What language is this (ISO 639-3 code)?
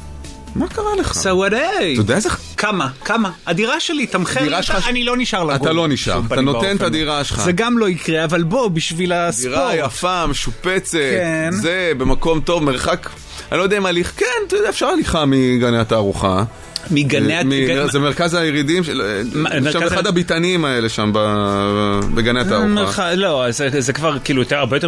heb